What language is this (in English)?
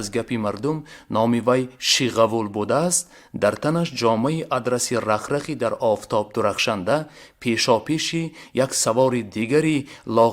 Tajik